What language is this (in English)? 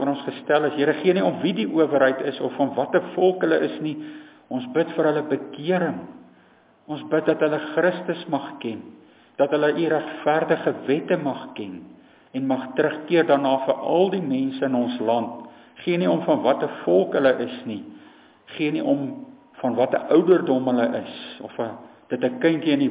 Afrikaans